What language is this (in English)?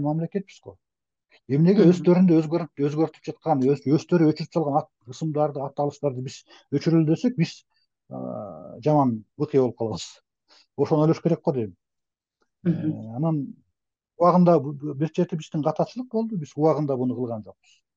Kyrgyz